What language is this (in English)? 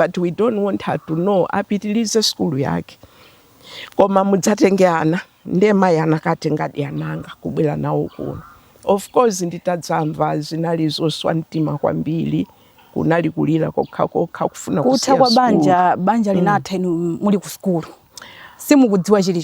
Nyanja